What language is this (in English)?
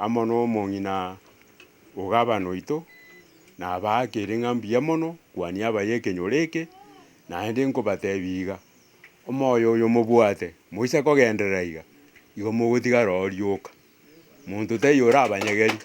Gusii